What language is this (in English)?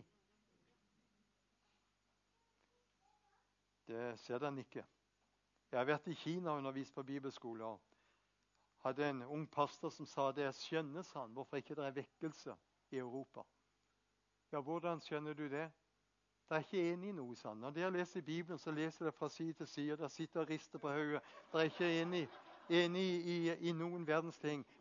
Norwegian